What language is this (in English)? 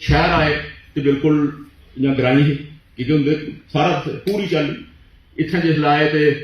Dogri